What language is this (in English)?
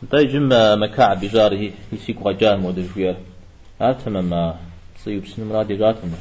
Kabardian